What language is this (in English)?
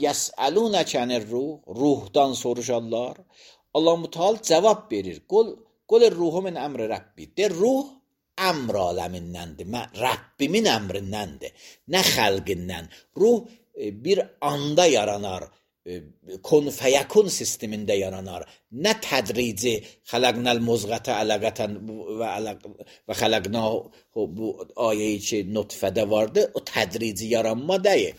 Azerbaijani